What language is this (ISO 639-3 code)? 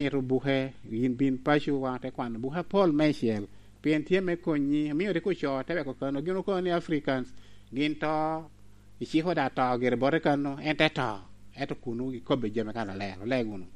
laj